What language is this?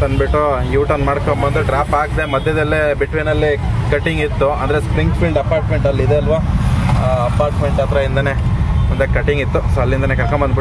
Kannada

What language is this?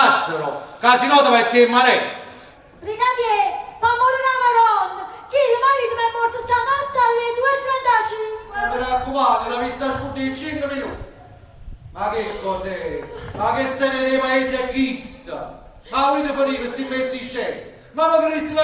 Neapolitan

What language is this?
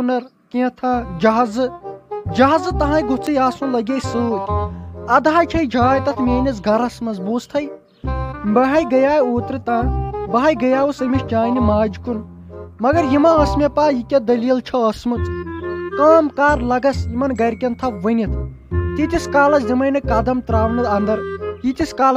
Kashmiri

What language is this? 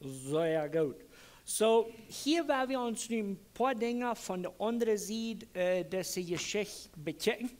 Plautdietsch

